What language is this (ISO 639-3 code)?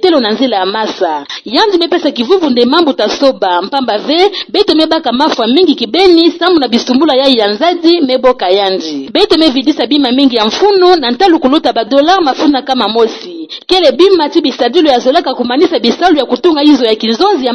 ktu